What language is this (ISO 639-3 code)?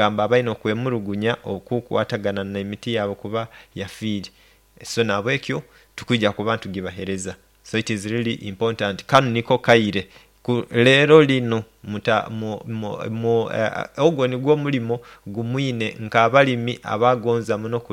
nyn